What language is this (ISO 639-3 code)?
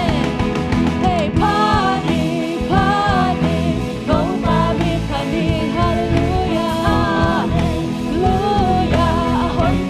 ctd